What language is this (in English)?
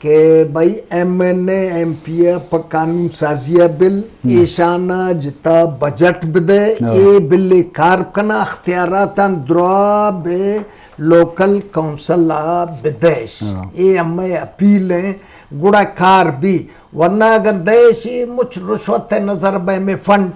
Eastern Balochi